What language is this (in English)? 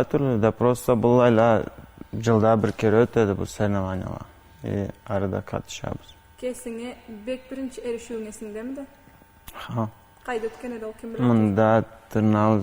Karachay-Balkar